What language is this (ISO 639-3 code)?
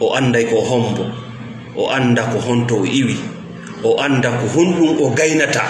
ful